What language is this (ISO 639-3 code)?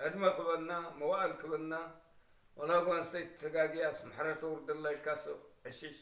tir